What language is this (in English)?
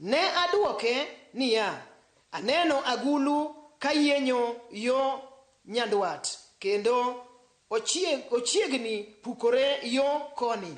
Luo (Kenya and Tanzania)